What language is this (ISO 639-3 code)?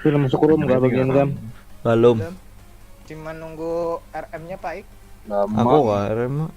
bjn